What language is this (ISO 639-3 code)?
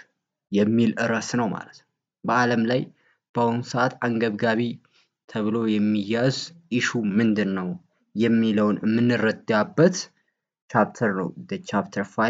amh